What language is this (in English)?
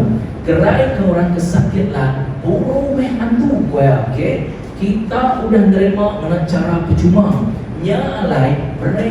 Iban